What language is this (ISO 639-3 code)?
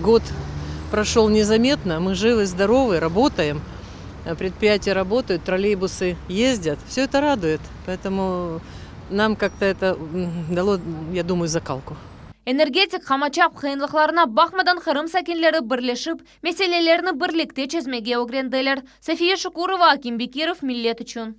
crh